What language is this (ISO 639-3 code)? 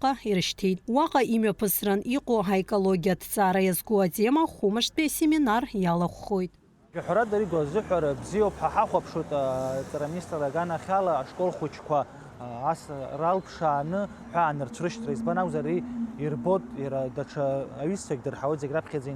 abk